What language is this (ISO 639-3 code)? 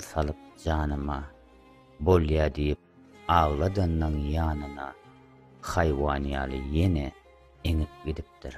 tuk